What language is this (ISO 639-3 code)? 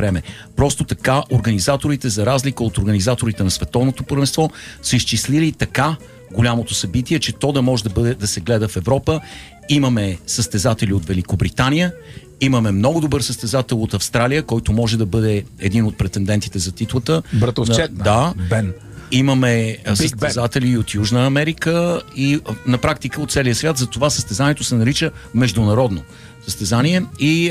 bul